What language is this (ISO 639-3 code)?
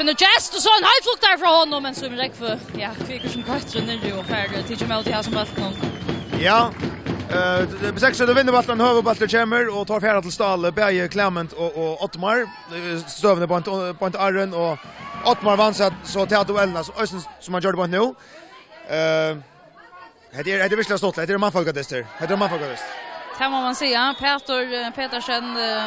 fao